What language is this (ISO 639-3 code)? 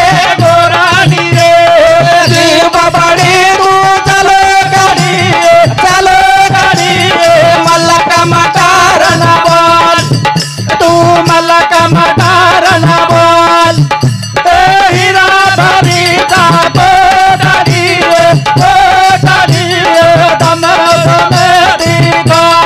lmn